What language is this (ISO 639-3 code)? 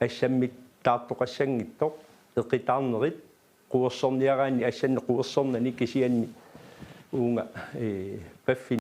kal